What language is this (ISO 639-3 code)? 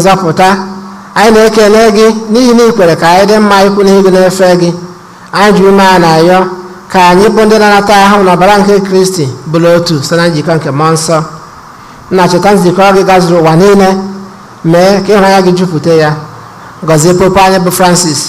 ibo